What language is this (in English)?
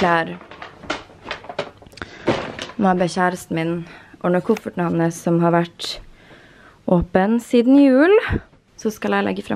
Norwegian